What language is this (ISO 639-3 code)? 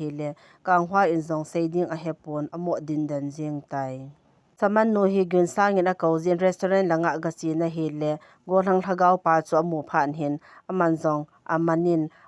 tcz